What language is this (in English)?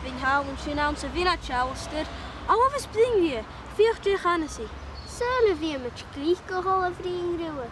Scottish Gaelic